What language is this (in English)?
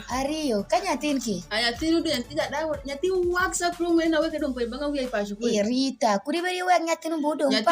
Alur